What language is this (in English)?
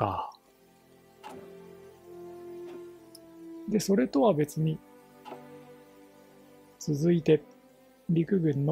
Japanese